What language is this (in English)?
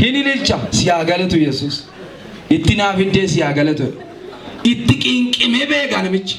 Oromo